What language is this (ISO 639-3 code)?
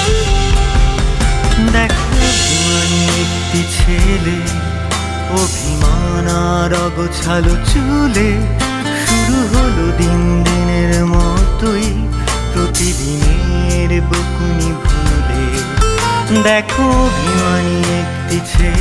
ben